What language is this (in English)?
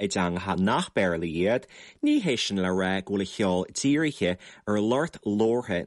Irish